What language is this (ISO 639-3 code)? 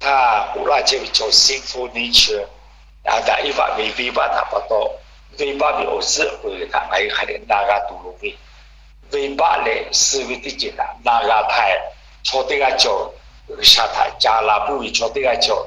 lhu